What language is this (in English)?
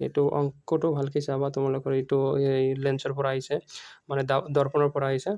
Assamese